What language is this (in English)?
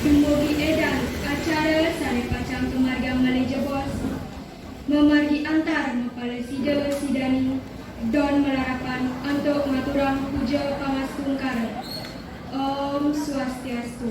Balinese